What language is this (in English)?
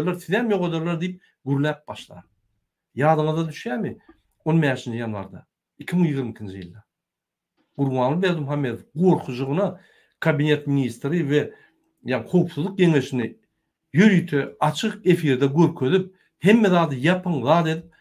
Turkmen